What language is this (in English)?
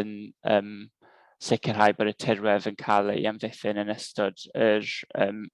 Welsh